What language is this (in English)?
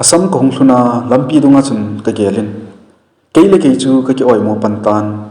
Thado Chin